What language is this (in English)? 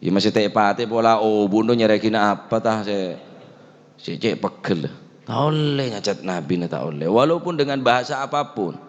Madurese